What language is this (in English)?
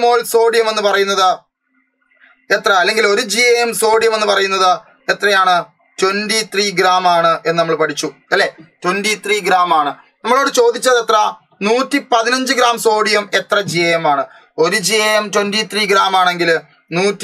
Malayalam